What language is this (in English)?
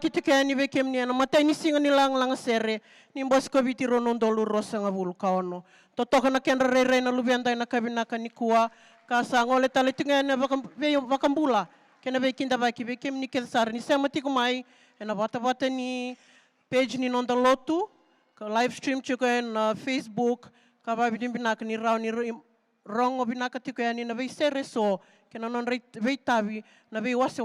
Fijian